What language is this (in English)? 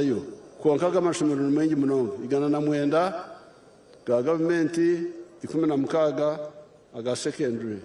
Nyankole